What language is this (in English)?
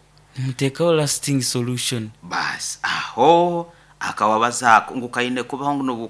Nyoro